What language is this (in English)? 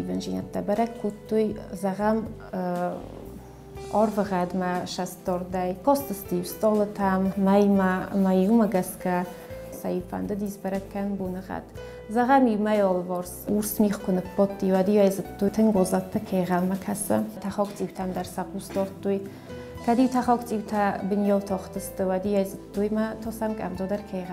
Ossetic